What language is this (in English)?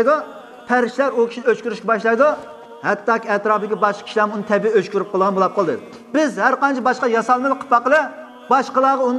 Uyghur